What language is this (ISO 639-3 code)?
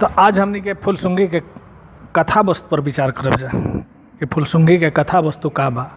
bho